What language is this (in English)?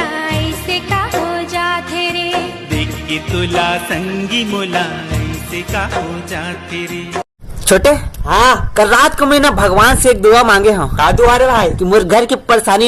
Chhattisgarhi